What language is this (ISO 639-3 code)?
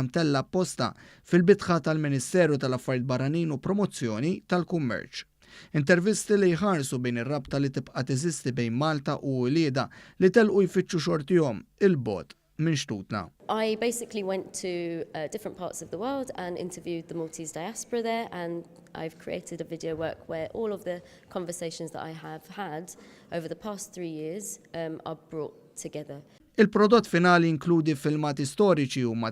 mlt